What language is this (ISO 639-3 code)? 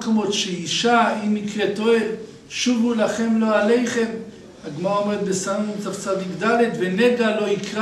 heb